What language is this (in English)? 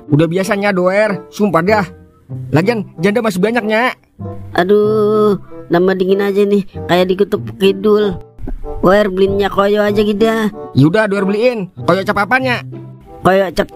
Betawi